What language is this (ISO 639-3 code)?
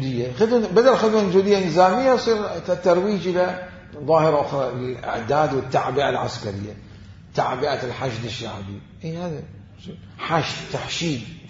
acm